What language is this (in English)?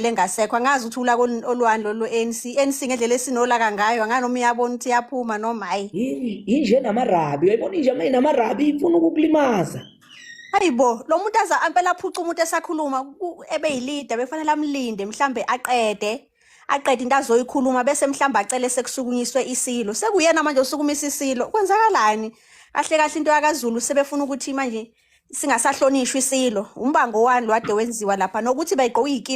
Zulu